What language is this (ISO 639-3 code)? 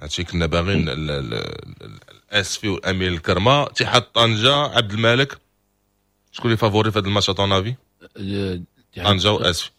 ary